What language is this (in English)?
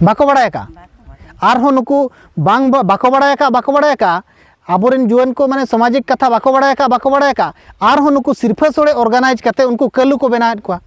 Santali